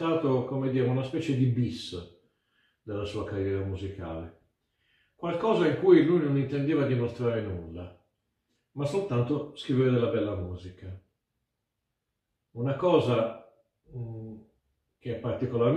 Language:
Italian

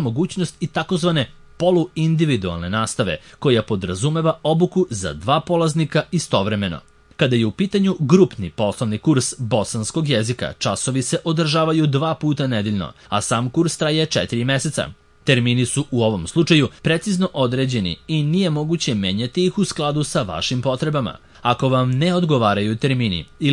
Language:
Serbian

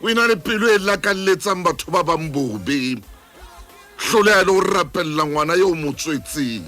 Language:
Southern Sotho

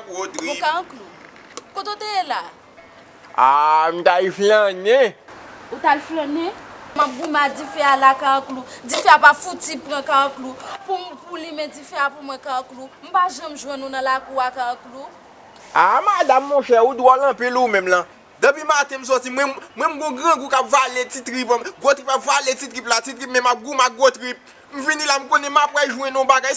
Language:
Haitian Creole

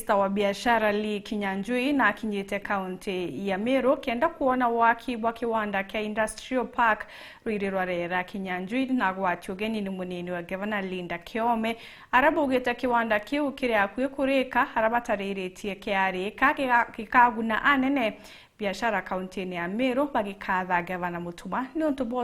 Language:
Meru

